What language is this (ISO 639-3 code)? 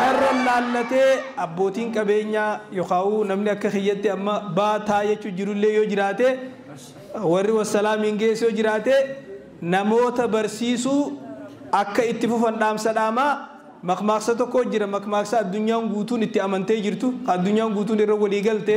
orm